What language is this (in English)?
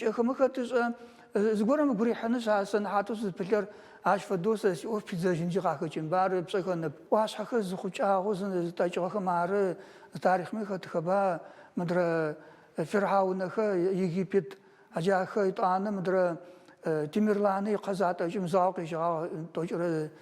Adyghe